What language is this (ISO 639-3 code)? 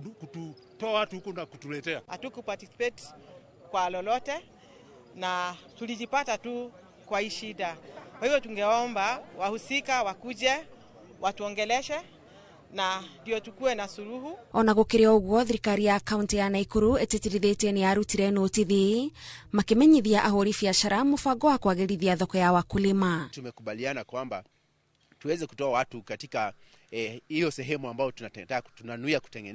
kik